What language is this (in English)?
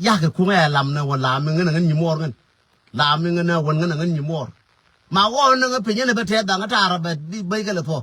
Nuer